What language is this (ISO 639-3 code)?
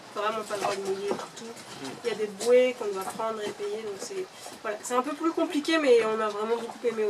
fra